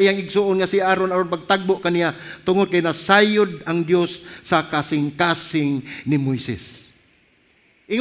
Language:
Cebuano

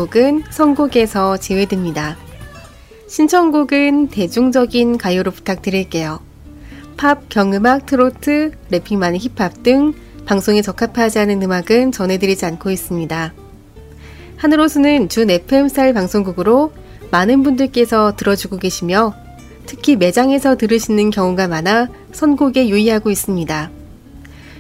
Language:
Korean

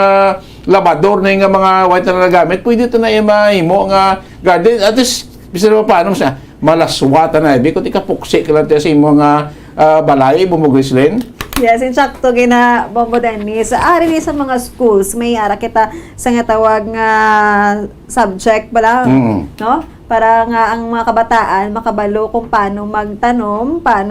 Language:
Hiligaynon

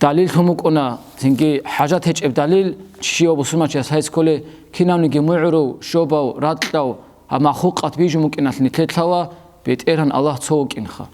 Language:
Avaric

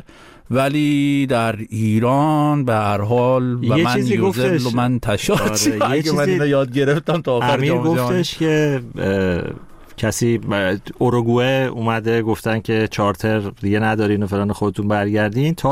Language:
Persian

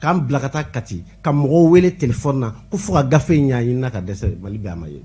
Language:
Bambara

